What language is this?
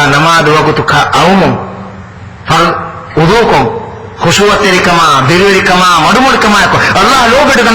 Divehi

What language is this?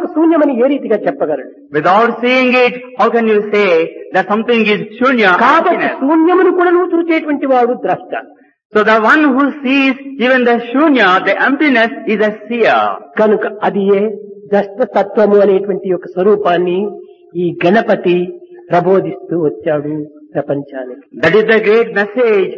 Telugu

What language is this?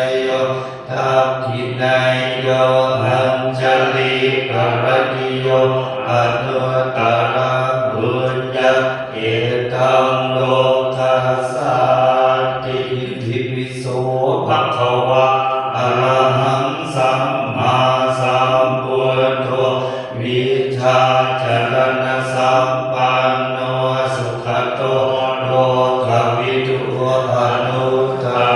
Pali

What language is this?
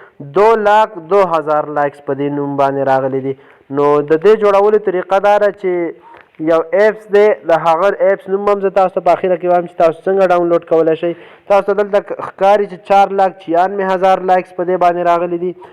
Pashto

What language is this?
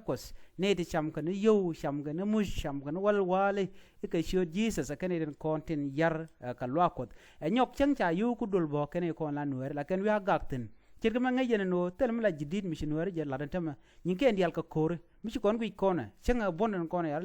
Nuer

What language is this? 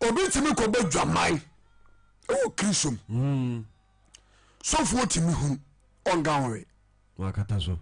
Akan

